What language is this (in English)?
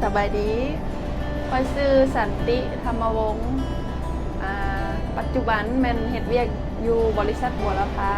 Lao